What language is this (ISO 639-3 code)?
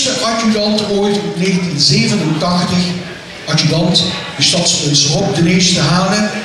lim